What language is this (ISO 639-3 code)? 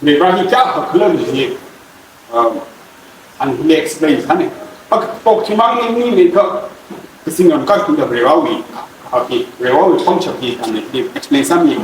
nmf